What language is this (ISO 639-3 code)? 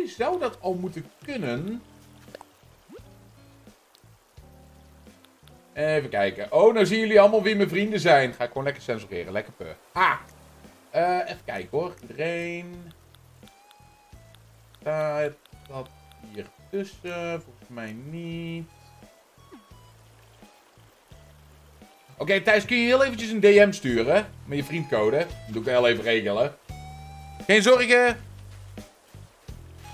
nld